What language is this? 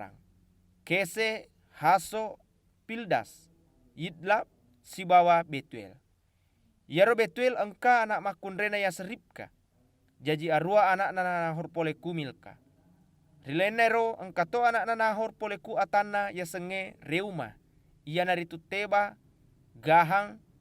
Buginese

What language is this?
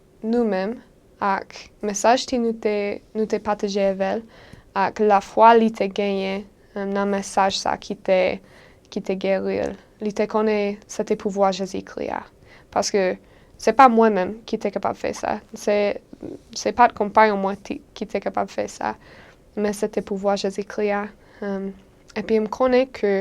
Haitian Creole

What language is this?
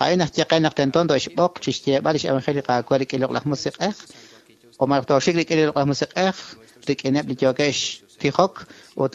Kekchí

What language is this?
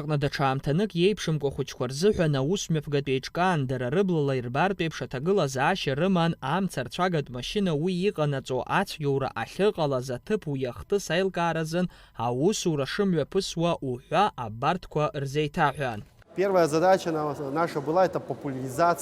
Abkhazian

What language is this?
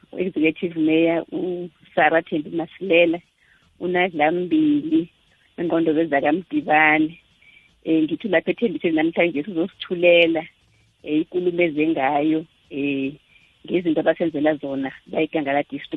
South Ndebele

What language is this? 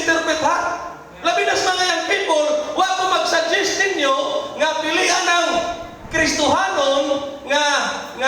Cebuano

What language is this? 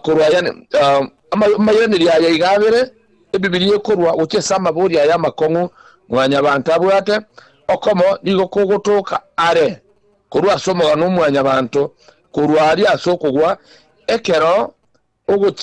Gusii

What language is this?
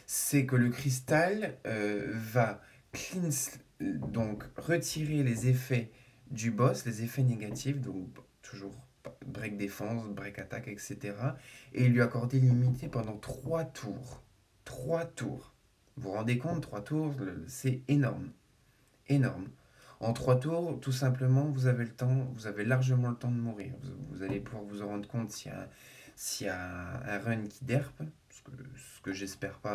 French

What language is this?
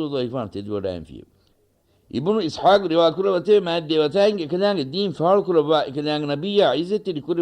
Divehi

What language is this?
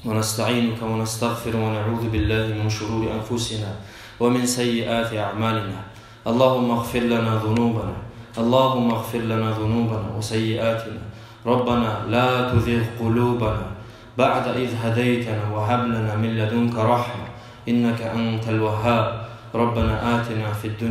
Kumyk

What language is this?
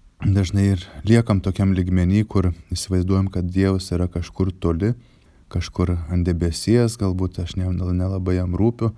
Lithuanian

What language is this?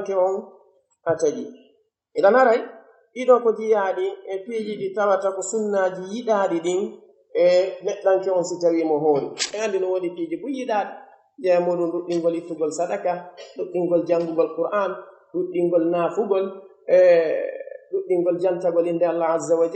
Pular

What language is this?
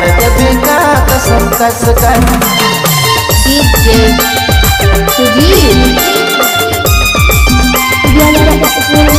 Sadri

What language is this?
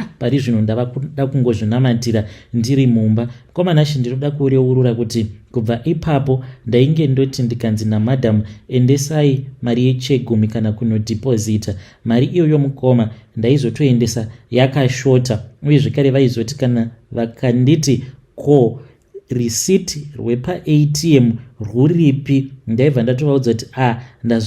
Shona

